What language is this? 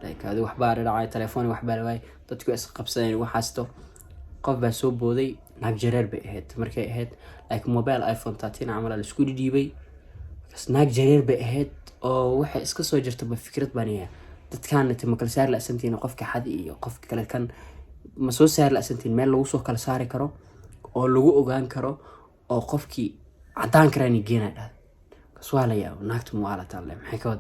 Somali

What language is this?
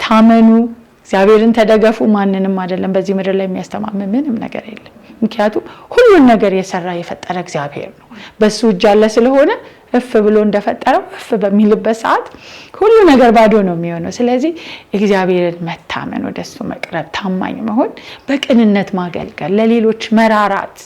Amharic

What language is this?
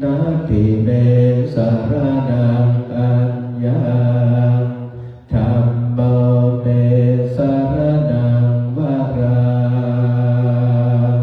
Pali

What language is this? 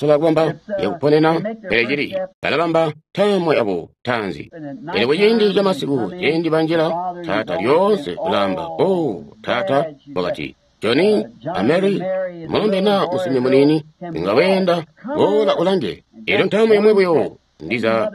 Tonga (Zambia)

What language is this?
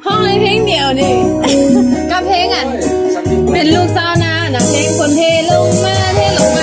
Lao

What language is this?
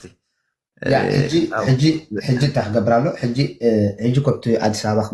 Tigrinya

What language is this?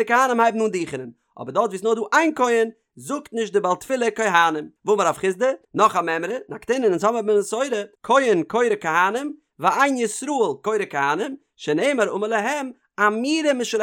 Yiddish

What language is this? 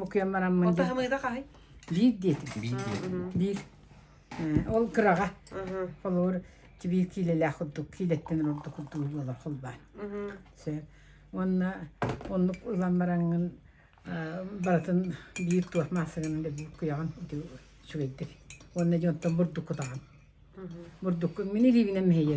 Yakut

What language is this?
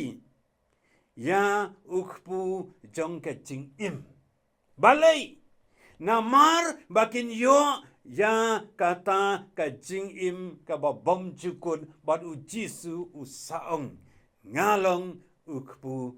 Khasi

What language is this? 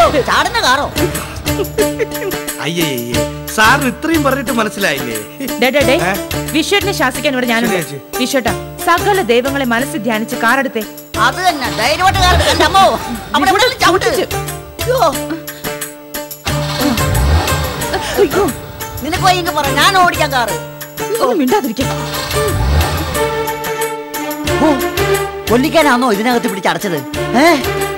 Malayalam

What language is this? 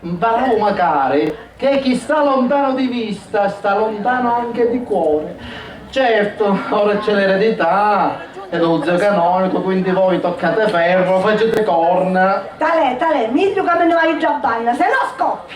Sicilian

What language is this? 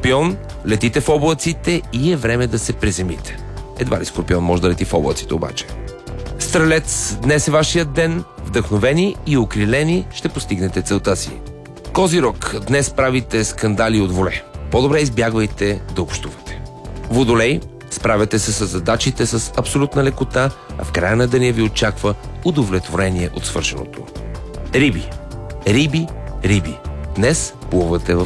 Bulgarian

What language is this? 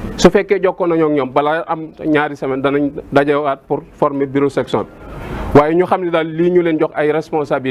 Wolof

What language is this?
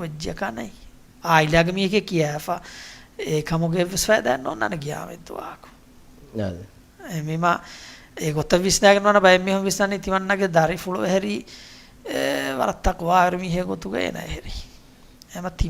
Divehi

